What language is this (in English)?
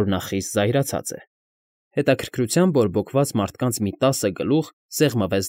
Armenian